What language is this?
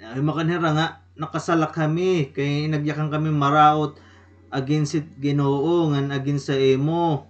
Waray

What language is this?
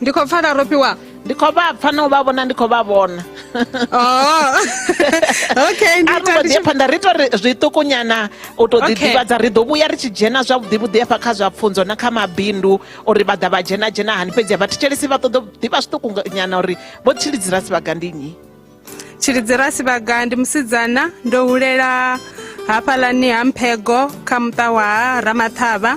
Venda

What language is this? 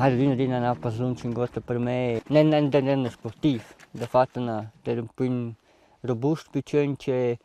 Romansh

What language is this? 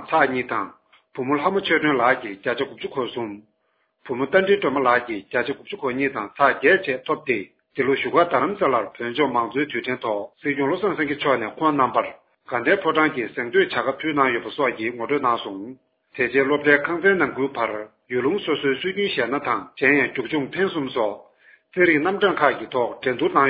Tibetan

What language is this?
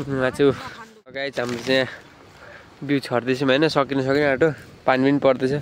Nepali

